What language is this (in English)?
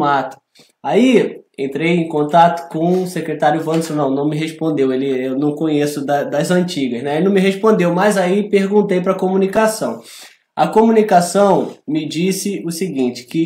Portuguese